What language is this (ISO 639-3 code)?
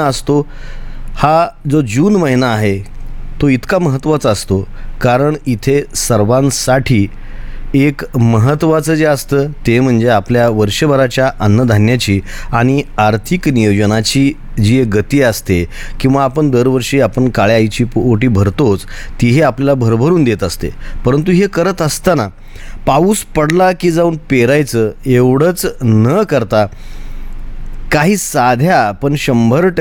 mar